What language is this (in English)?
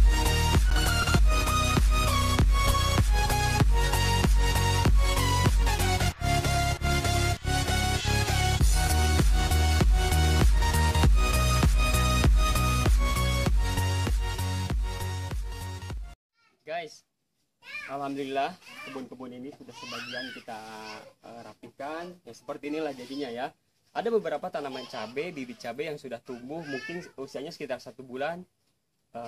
Indonesian